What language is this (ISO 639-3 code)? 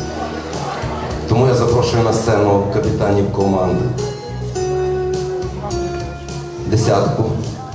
ukr